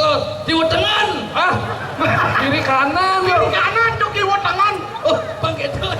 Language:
Balinese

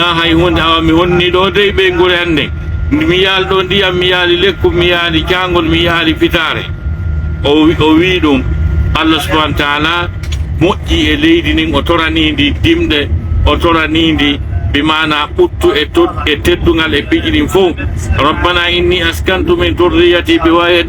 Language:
Pular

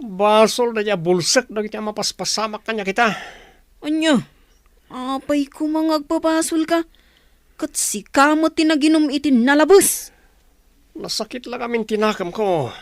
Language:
Iloko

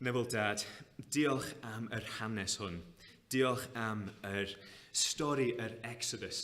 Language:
Welsh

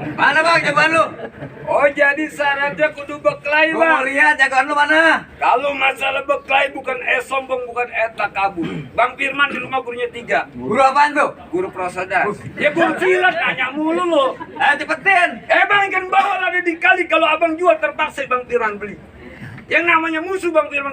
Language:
Betawi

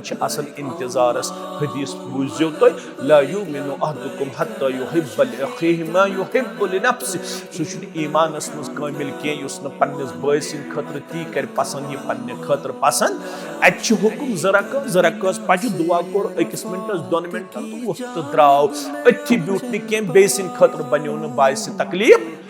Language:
Kashmiri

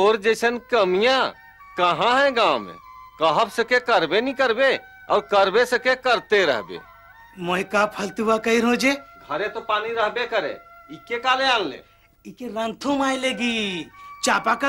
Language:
Sadri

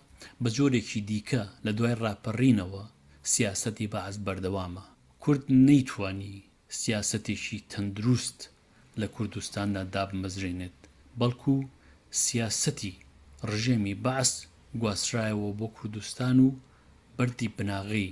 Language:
Central Kurdish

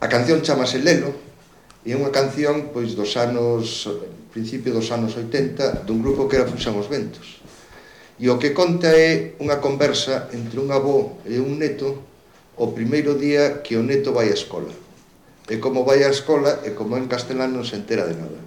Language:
Galician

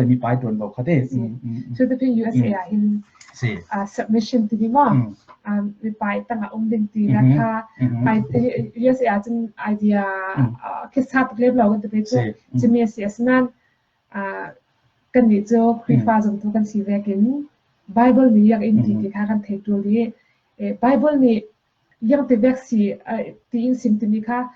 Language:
Falam Chin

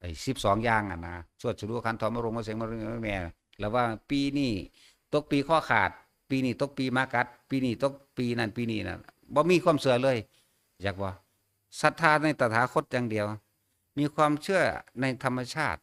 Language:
Northeastern Thai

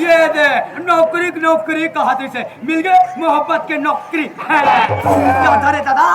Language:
Chhattisgarhi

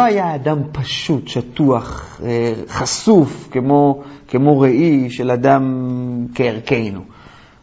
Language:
Hebrew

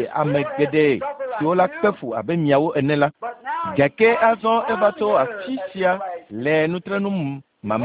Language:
Ewe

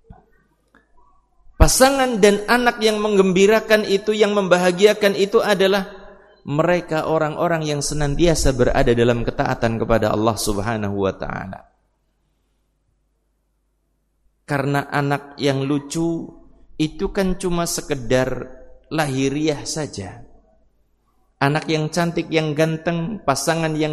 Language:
Indonesian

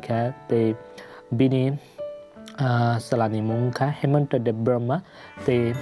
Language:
Kok Borok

